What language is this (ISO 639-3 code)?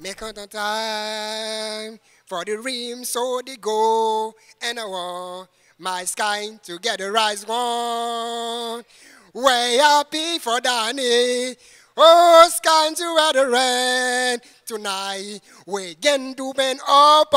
hat